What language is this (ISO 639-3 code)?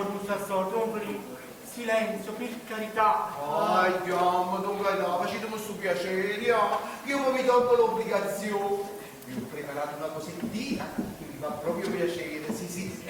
nap